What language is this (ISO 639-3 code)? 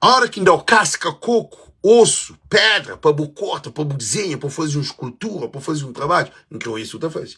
kea